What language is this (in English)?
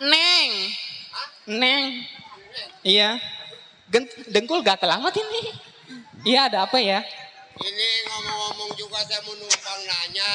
Betawi